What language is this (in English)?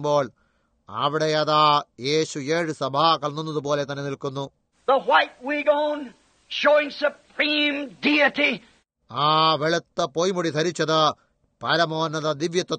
Malayalam